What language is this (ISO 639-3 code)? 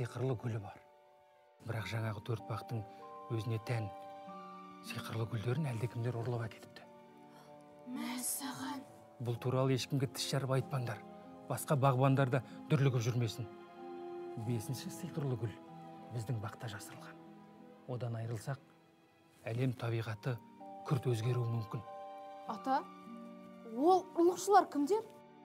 kaz